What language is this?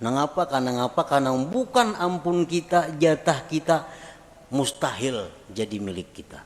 Banjar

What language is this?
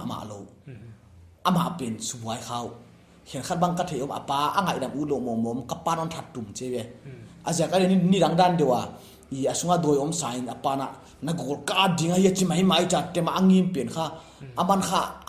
Paite Chin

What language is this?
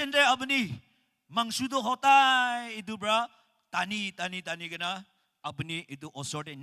Naga Pidgin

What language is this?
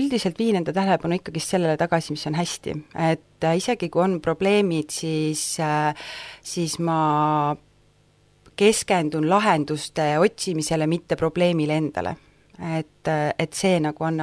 Estonian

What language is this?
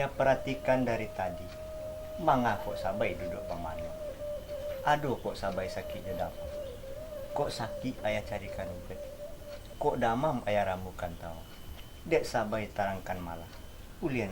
Minangkabau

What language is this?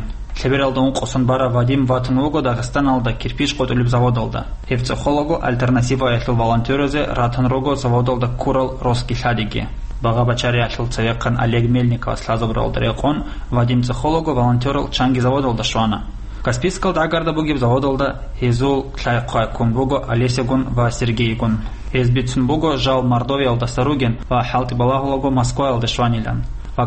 Avaric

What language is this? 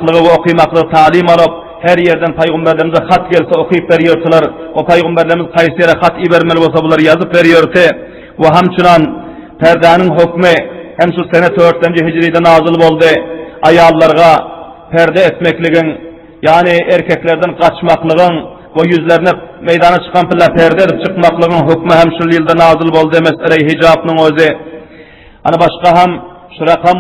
Turkmen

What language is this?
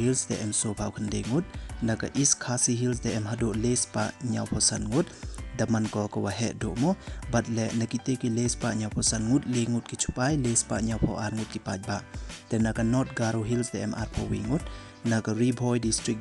Pnar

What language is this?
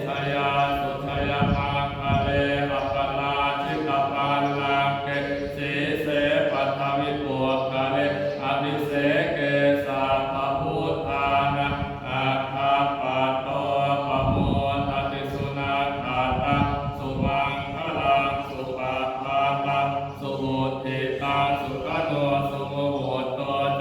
Pali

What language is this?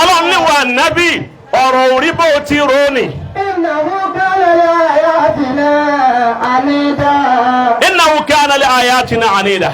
Yoruba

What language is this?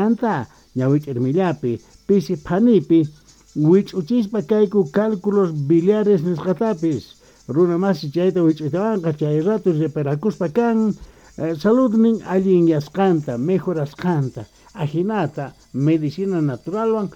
South Bolivian Quechua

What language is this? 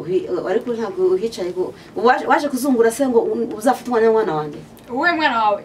Kinyarwanda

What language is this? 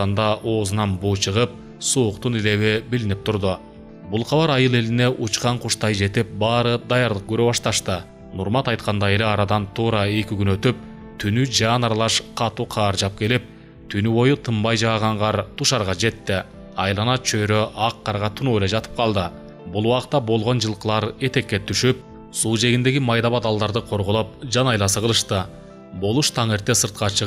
Kyrgyz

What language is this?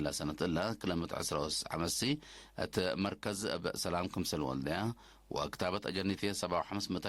Tigre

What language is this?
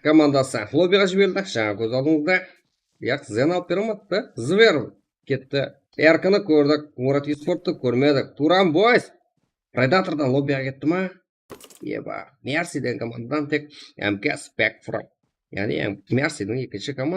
Kara-Kalpak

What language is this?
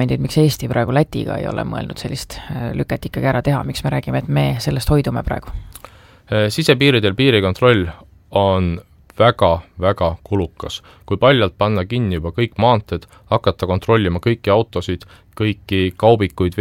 Estonian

